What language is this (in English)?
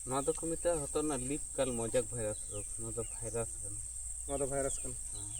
Santali